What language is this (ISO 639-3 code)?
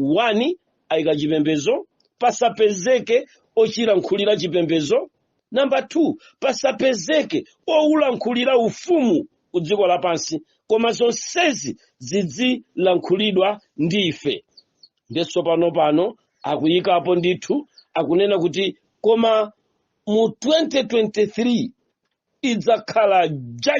nya